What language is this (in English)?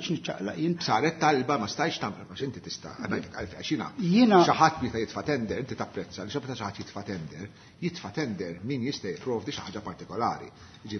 Maltese